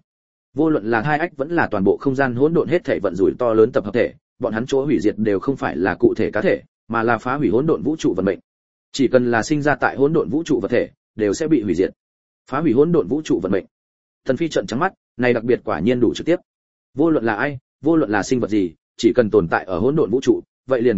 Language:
Vietnamese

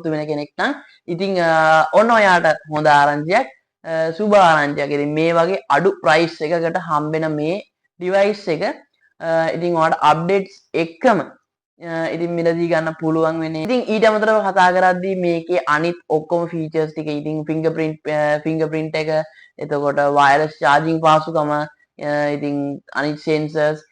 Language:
Sinhala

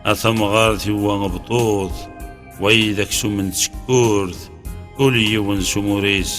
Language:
Kabyle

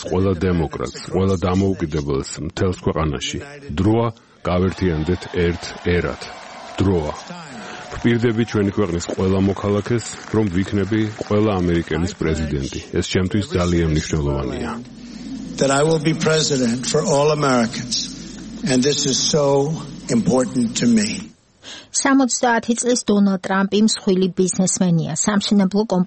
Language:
Georgian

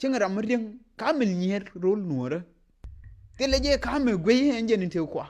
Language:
Nuer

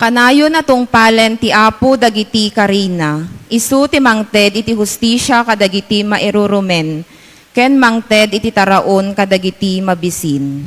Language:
Iloko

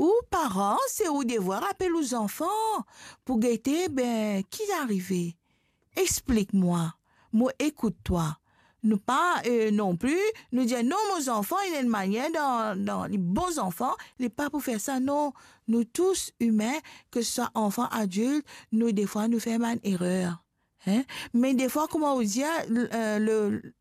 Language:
Morisyen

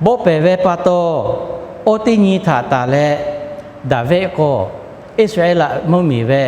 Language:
Lahu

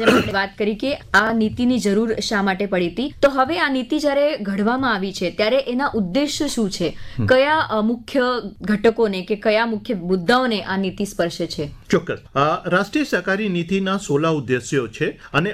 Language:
Gujarati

